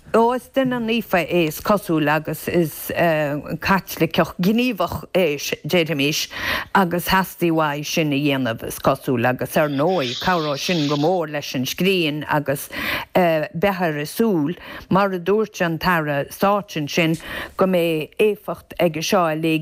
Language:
Irish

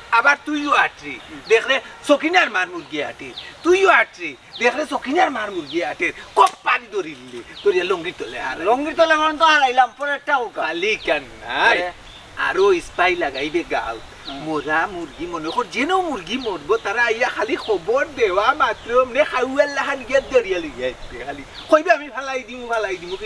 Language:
Sylheti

